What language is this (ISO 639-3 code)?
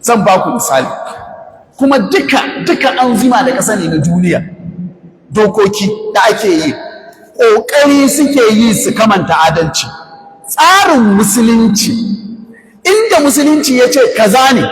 hau